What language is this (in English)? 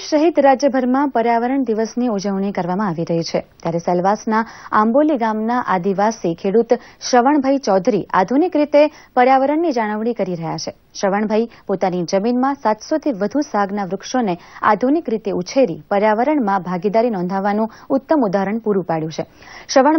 Gujarati